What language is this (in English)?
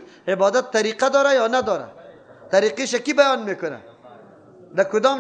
Persian